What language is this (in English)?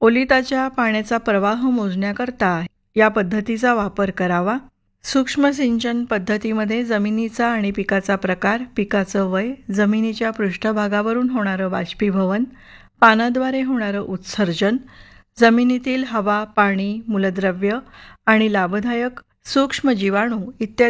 Marathi